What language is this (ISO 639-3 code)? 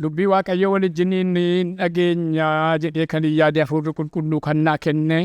orm